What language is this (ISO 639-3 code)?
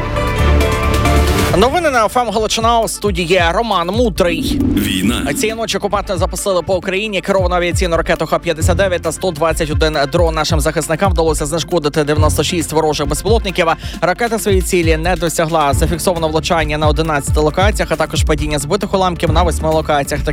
ukr